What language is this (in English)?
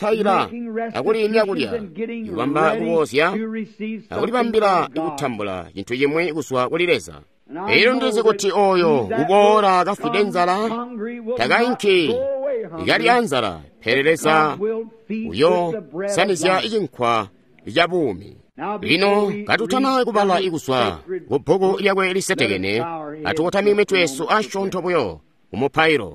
Tonga (Zambia)